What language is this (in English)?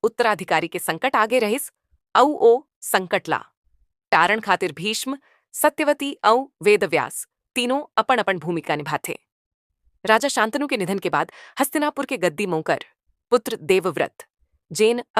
Chhattisgarhi